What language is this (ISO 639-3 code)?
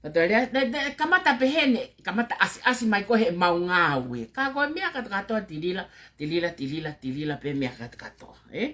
ton